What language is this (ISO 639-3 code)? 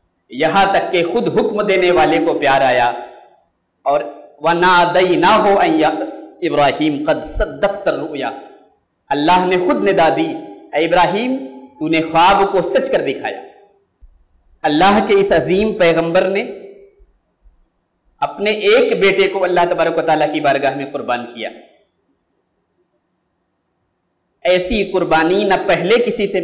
urd